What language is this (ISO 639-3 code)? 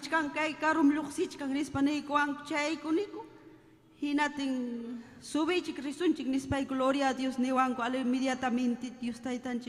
quy